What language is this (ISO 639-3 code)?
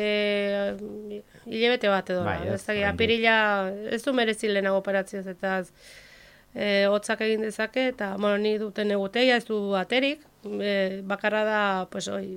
eus